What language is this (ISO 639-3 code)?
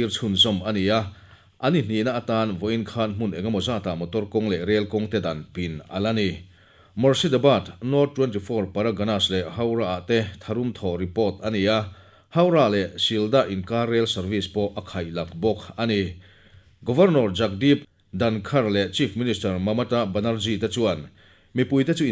lus